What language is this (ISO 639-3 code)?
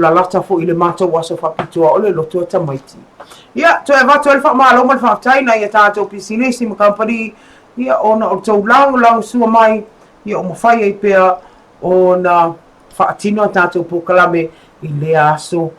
smo